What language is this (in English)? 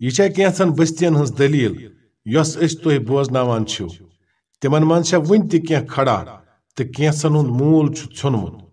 Kashmiri